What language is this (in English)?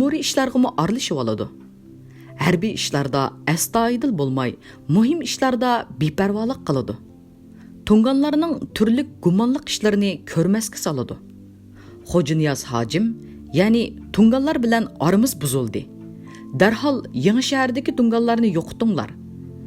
Uyghur